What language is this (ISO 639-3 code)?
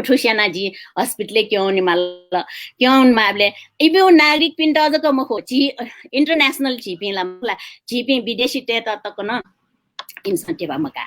new